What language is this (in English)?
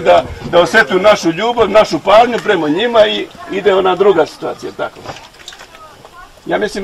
Bosnian